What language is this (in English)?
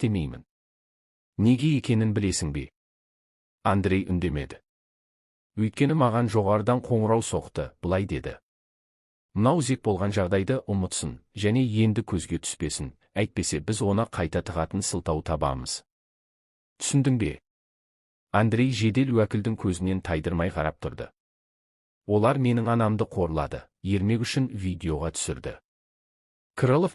Kazakh